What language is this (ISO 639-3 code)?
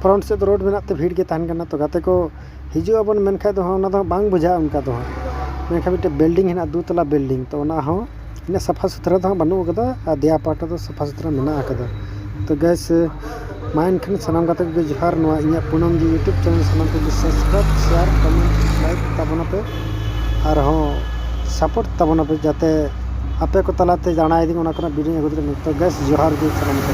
sat